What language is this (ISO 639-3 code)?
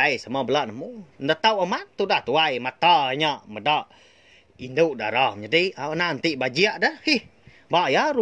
iba